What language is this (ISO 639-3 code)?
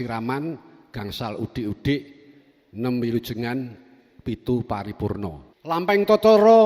jav